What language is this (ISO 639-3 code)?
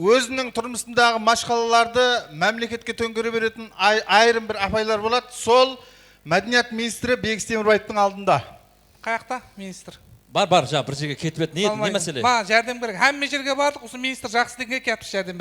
kaa